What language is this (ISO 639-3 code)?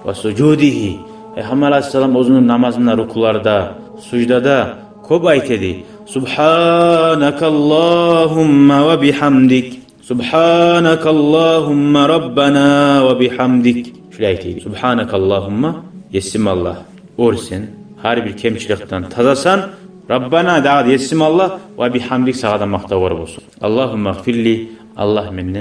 kum